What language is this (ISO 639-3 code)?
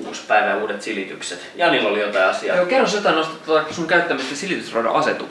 fin